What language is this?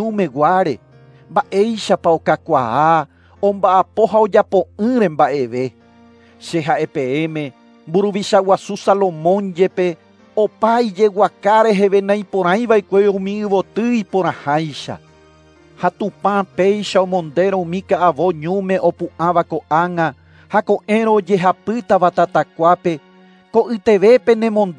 Guarani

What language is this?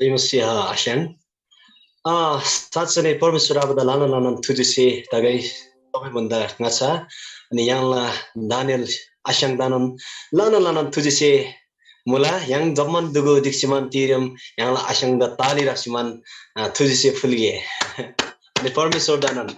Eastern Tamang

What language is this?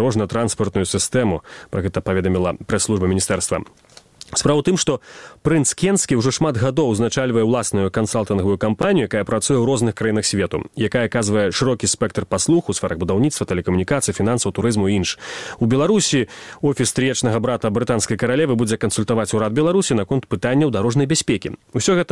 Belarusian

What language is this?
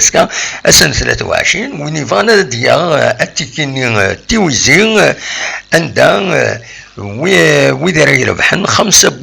Kabyle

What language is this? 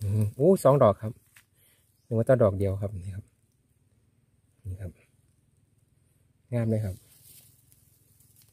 Thai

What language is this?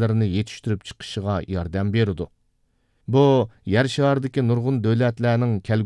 Uyghur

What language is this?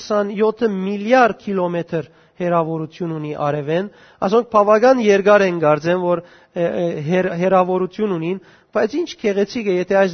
Western Armenian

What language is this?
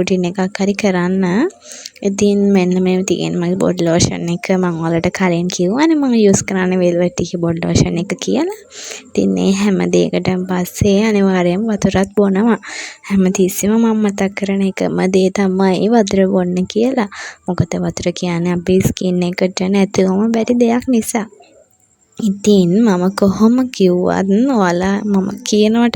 Sinhala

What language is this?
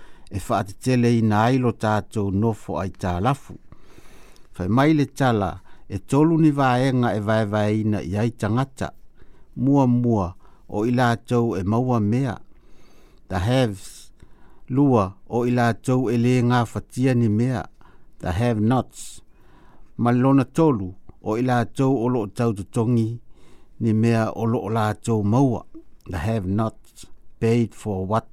Samoan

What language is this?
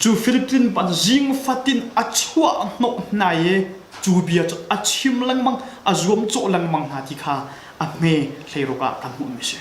Hakha Chin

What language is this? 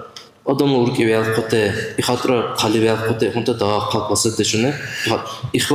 Dargwa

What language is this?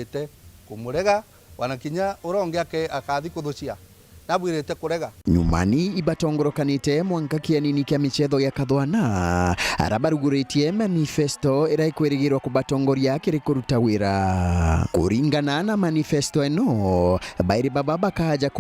Meru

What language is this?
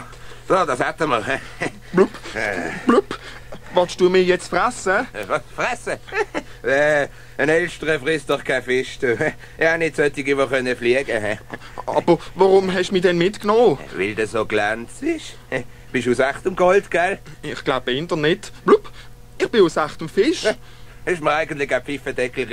Swiss German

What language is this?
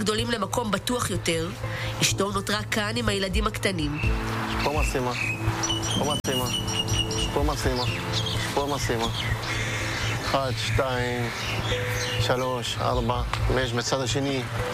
Hebrew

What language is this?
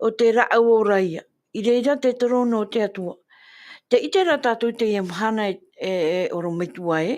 Tahitian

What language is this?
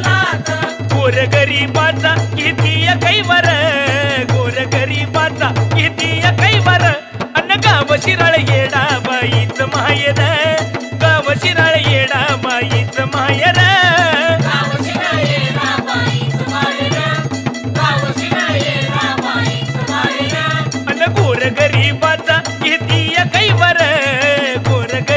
Marathi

